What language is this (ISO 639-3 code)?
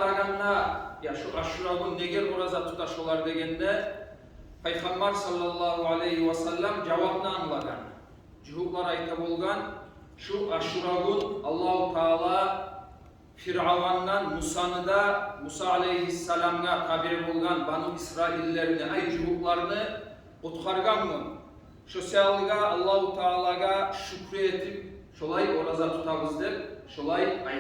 kum